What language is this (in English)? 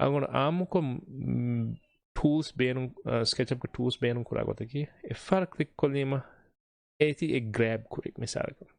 Divehi